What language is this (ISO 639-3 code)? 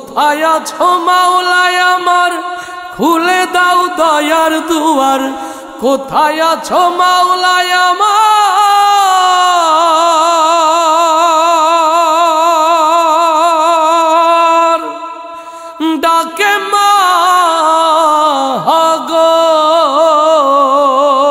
ben